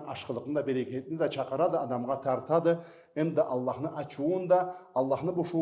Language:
Karachay-Balkar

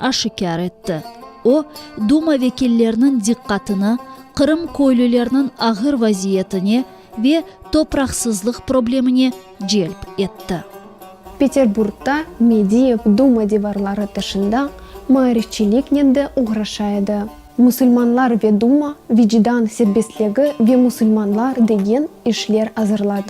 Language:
Crimean Tatar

